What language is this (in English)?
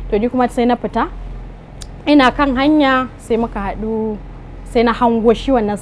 Hausa